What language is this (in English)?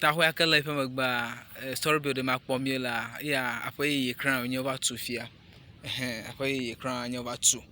Ewe